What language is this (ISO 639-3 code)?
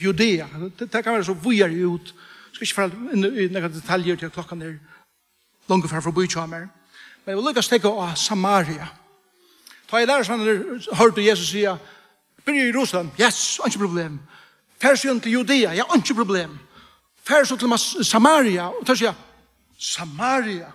fao